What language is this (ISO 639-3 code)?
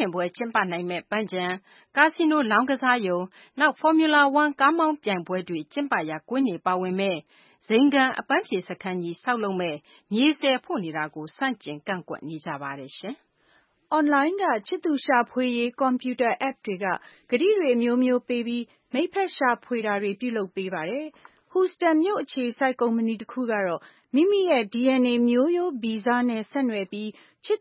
mya